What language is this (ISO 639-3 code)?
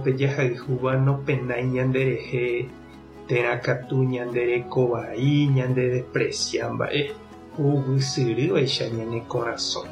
grn